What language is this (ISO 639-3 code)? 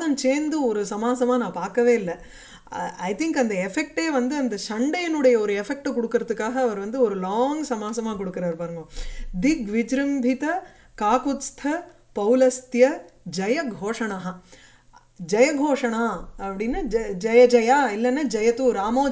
tam